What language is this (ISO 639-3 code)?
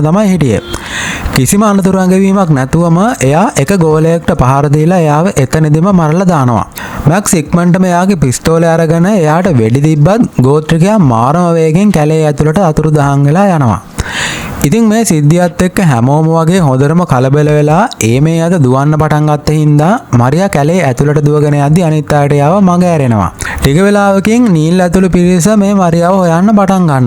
sin